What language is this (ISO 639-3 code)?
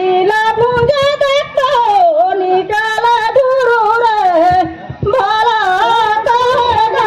sgj